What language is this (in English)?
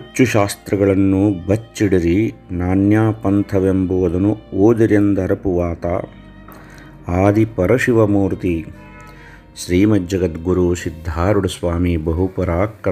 Kannada